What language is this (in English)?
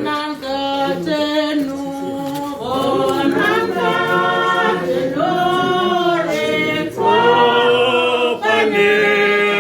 Tswana